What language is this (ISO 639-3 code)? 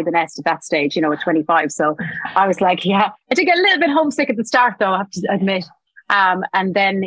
eng